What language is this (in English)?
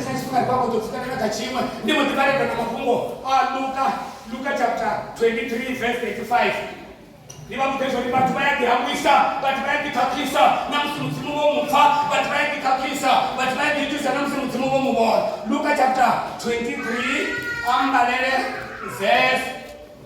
Venda